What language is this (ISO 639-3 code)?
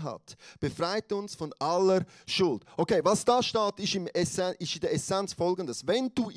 gsw